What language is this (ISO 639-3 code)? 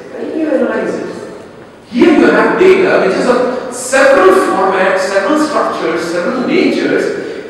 eng